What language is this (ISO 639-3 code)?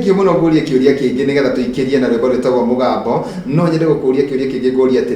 kik